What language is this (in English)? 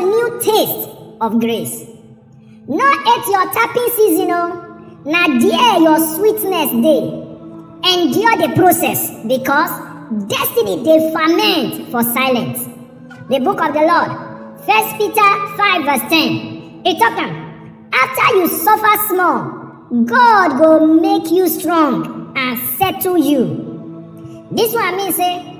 Nigerian Pidgin